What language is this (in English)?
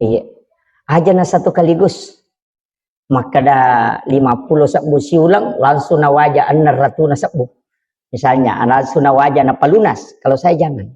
Buginese